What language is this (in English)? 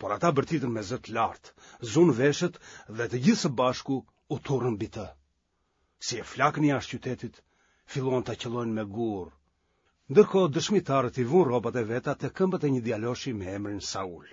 Albanian